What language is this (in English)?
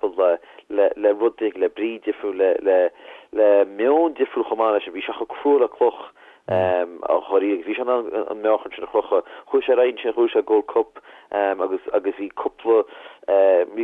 Irish